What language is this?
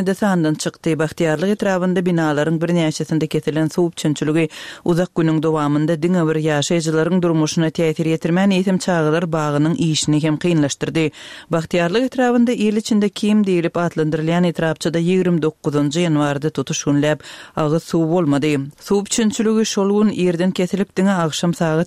Turkmen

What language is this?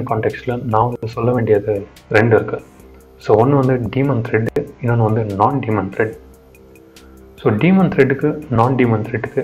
Tamil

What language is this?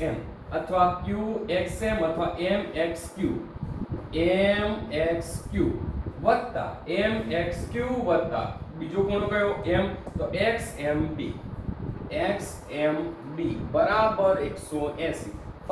Gujarati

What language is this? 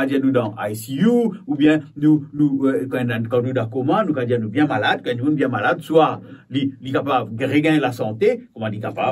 Morisyen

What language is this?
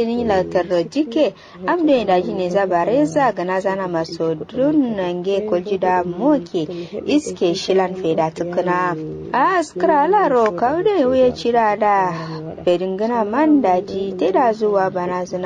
Kanuri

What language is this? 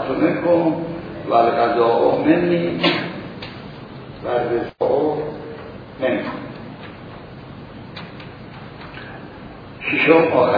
Persian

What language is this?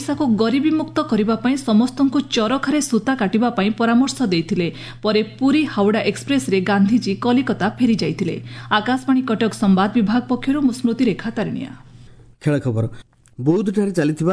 Odia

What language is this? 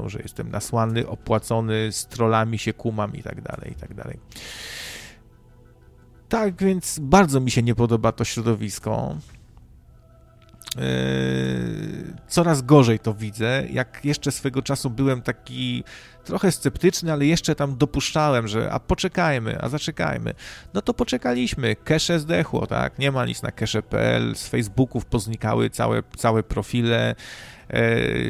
Polish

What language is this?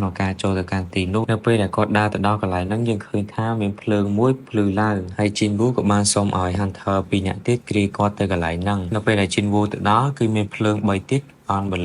Khmer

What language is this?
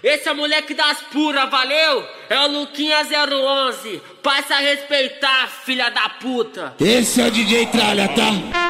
Portuguese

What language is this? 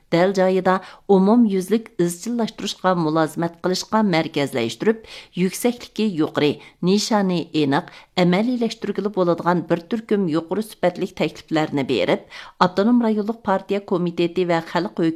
Uyghur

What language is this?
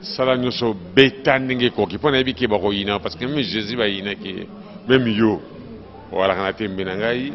Lingala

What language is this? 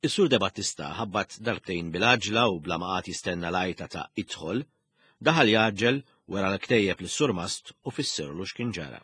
Maltese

